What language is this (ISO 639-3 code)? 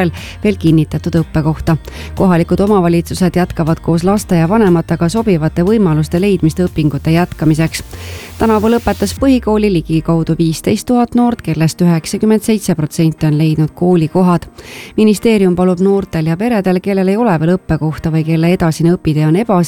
est